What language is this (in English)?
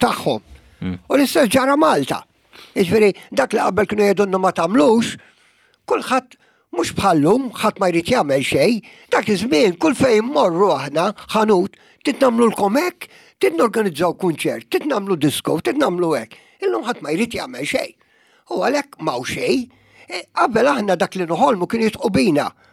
Maltese